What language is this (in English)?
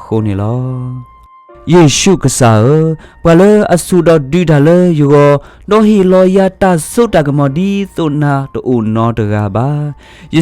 S'gaw Karen